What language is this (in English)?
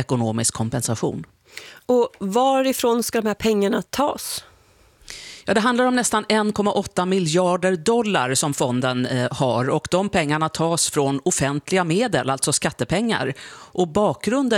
Swedish